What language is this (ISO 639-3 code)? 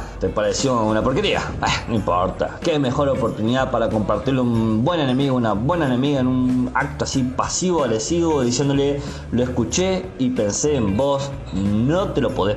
spa